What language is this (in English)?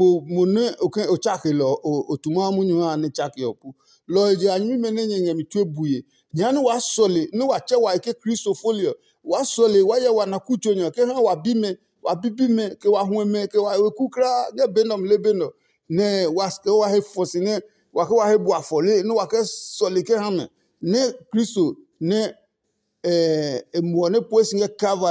Adangme